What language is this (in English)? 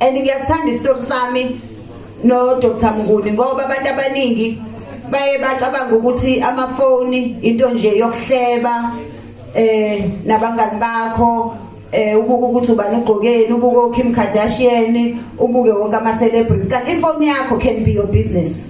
Zulu